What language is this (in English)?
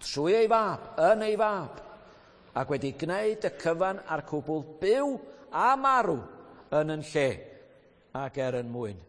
Welsh